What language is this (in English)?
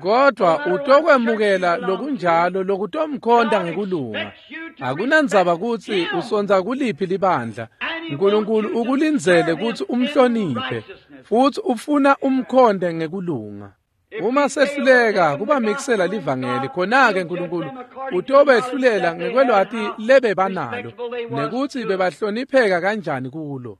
Swati